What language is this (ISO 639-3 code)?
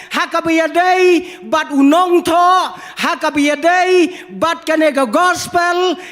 kha